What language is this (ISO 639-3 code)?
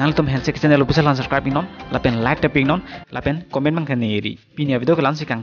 mjw